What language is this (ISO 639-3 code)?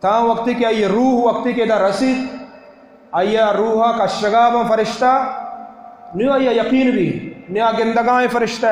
bal